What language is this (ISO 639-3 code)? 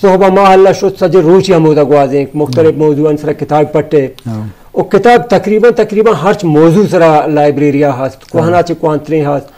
bgp